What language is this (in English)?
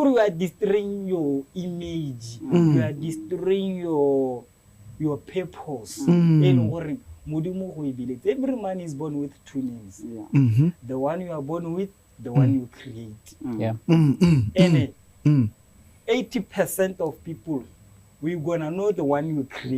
Tswana